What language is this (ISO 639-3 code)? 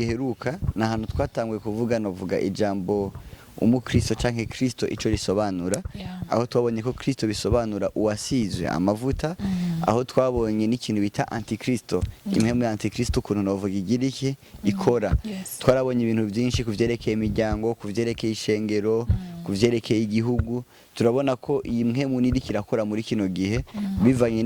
run